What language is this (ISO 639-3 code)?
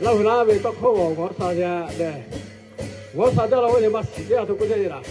lhu